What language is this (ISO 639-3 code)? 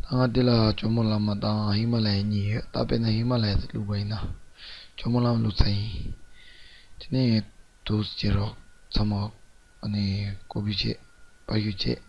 bod